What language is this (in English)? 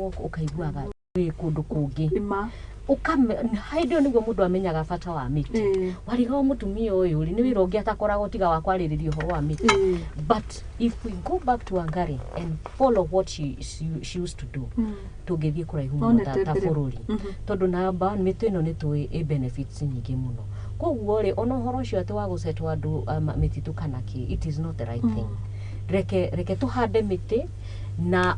Kikuyu